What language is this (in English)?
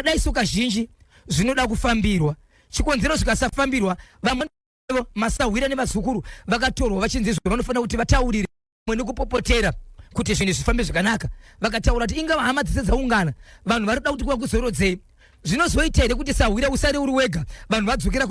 Shona